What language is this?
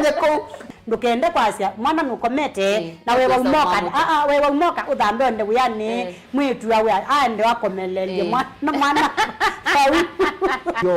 Kamba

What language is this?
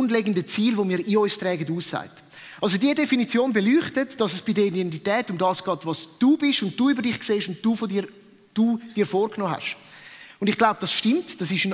Swiss German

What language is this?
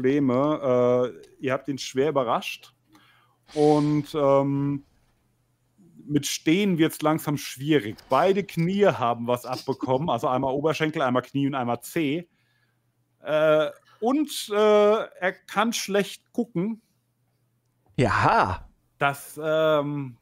German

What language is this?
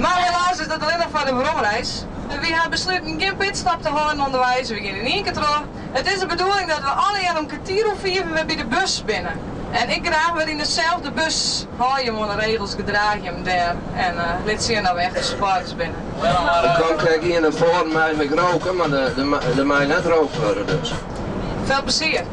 Western Frisian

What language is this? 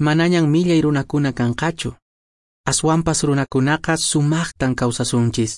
Quechua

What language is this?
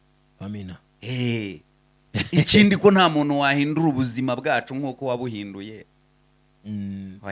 Kinyarwanda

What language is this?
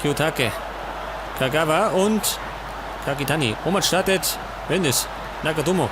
Bavarian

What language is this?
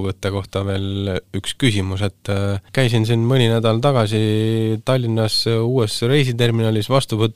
Estonian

